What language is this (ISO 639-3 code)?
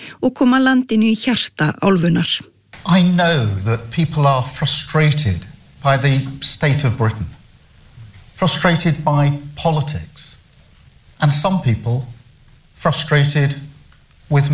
isl